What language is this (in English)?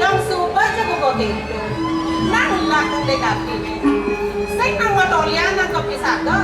Balinese